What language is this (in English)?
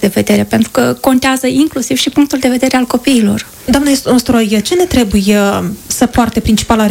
Romanian